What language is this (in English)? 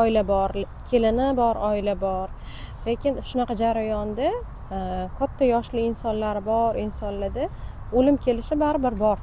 Uzbek